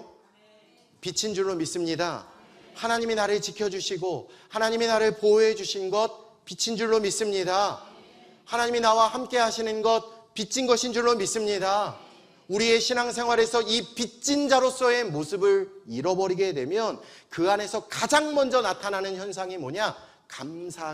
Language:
Korean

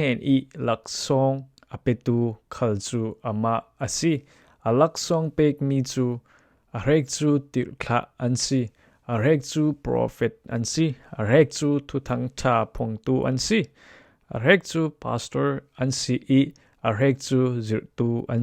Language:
Falam Chin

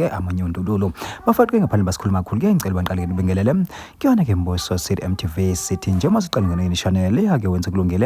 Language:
Zulu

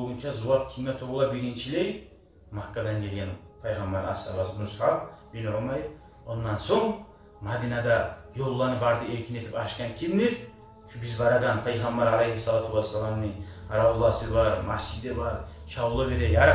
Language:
Kumyk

